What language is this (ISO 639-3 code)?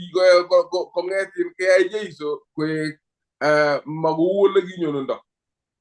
kln